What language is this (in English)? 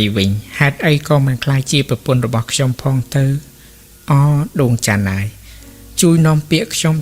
Khmer